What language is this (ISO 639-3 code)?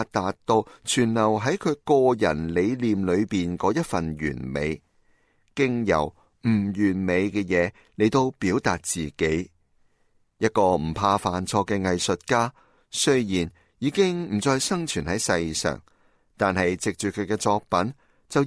yue